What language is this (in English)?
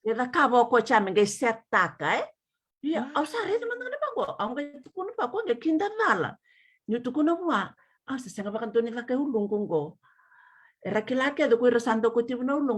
Fijian